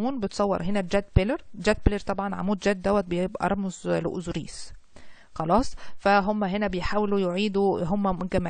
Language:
Egyptian Arabic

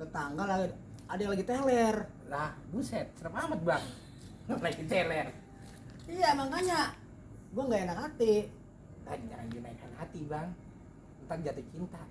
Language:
Betawi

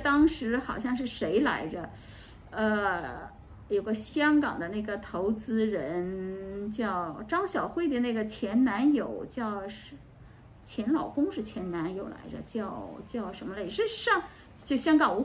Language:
Chinese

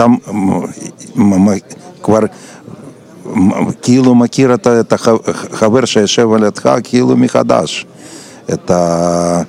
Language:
Hebrew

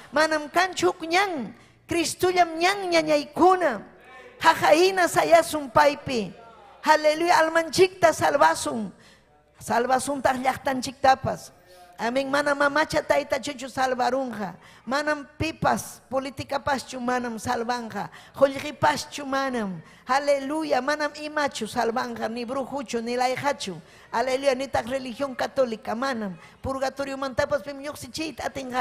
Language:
Ayacucho Quechua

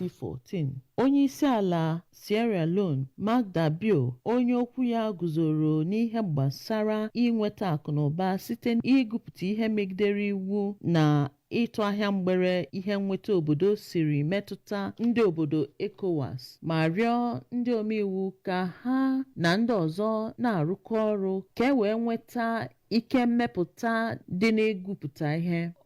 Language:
Igbo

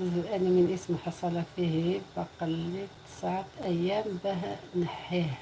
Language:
Algerian Arabic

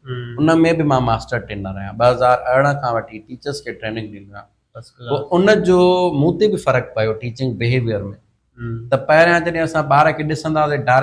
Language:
Sindhi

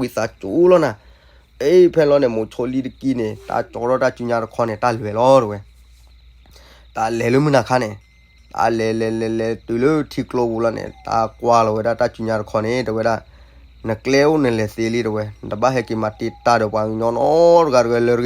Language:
S'gaw Karen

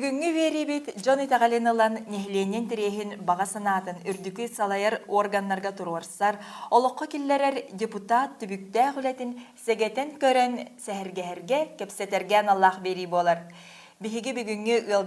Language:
Yakut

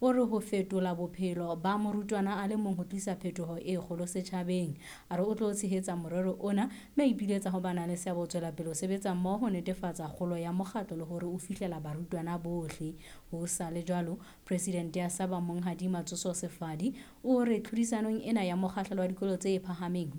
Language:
Southern Sotho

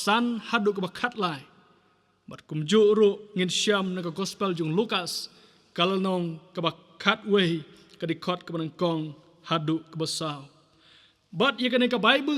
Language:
Khasi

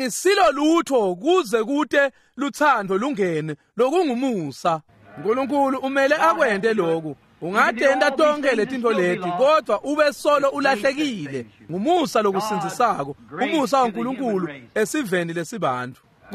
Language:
Swati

